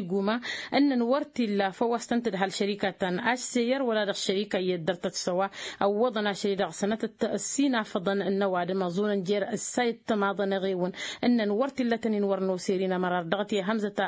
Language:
Tamasheq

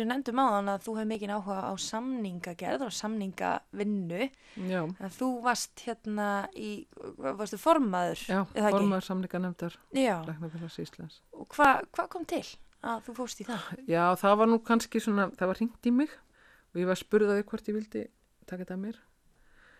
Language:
Icelandic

